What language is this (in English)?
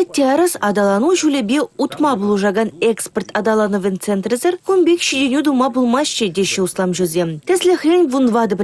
Chuvash